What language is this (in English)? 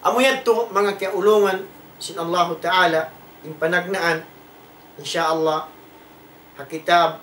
Tausug